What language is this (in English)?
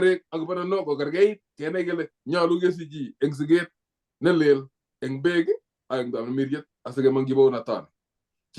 Kalenjin